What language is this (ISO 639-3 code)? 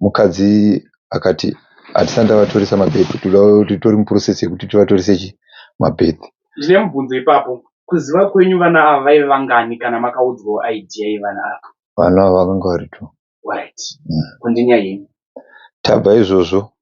sna